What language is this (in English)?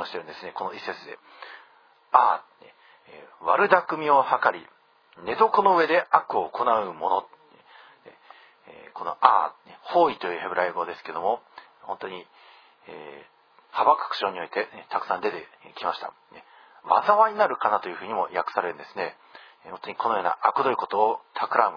Japanese